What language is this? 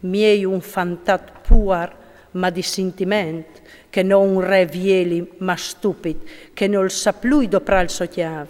Friulian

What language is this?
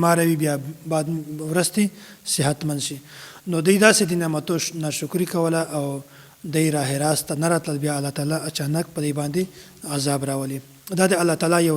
Pashto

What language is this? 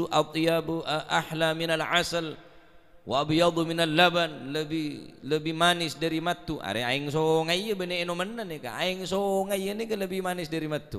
Madurese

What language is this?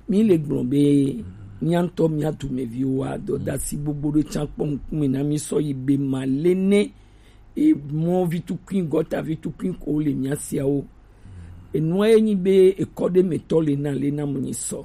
Gen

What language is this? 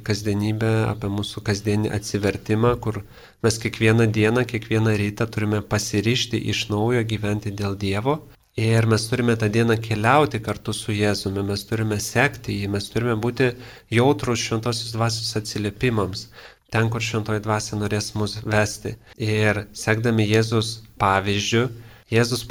Lithuanian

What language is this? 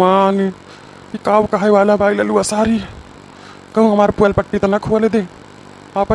Awadhi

